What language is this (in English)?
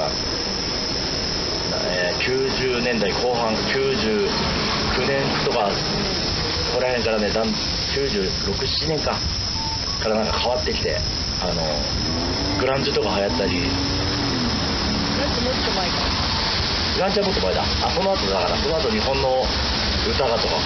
Japanese